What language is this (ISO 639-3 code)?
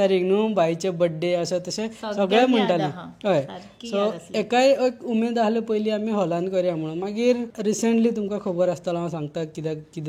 kok